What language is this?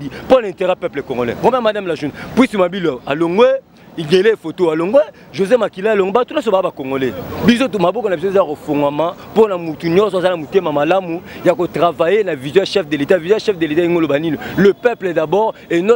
Lingala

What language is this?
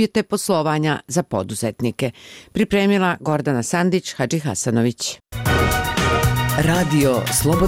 Bosnian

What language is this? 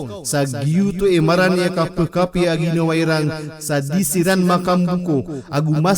Maranao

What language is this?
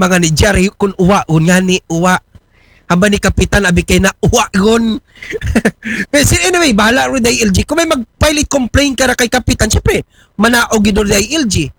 Aklanon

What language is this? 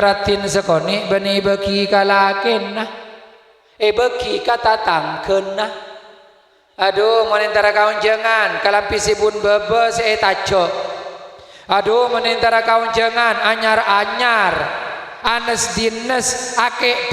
Madurese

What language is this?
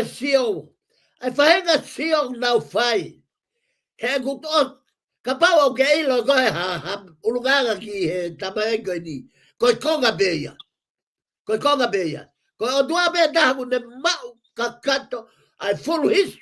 Tongan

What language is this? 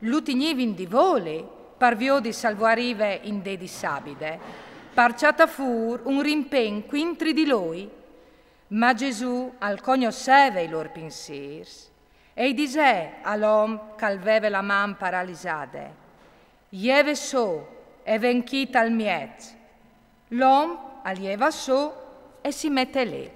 Friulian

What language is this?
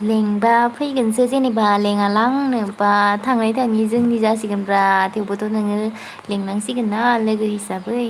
Bodo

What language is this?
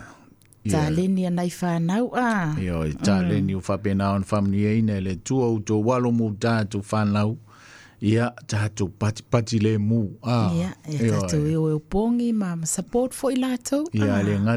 Samoan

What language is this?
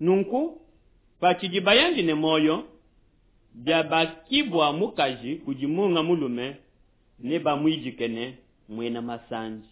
Luba-Lulua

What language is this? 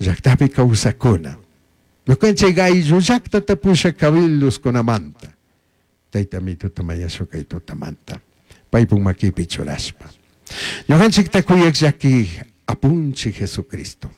Chimborazo Highland Quichua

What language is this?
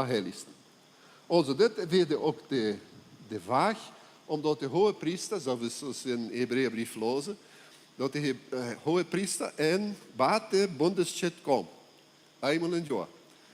Plautdietsch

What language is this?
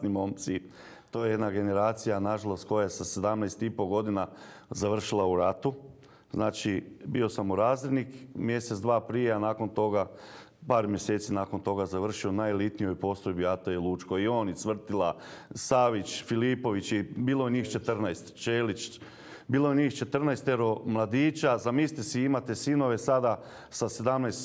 Croatian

